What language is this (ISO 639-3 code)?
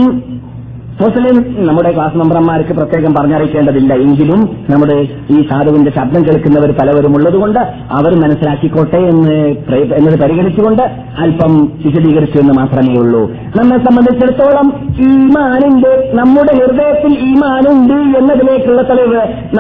mal